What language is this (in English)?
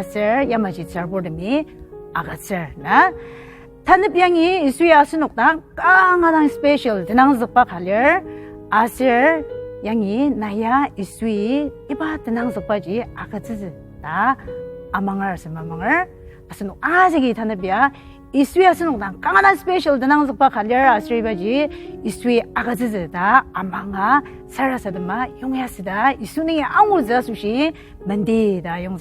Ao Naga